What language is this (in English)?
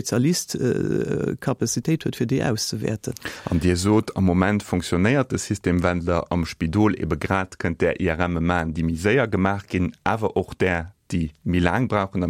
Luxembourgish